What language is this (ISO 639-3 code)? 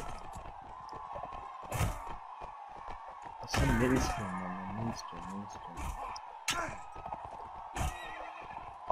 tur